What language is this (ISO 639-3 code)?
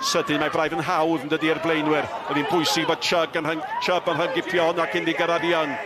cym